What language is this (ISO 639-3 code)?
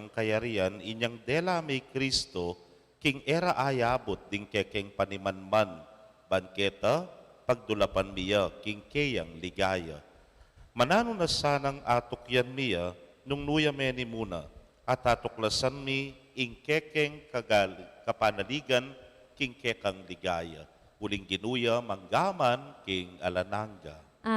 pam